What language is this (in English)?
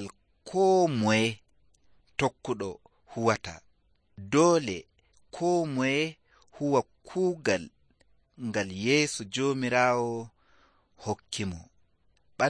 Nigerian Fulfulde